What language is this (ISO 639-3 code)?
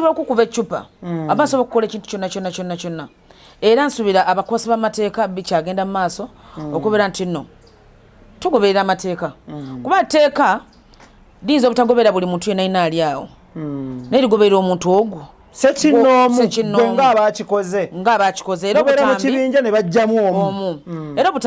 lug